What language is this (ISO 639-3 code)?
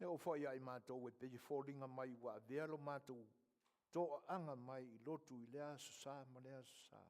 smo